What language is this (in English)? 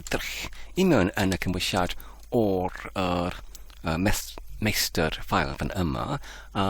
Welsh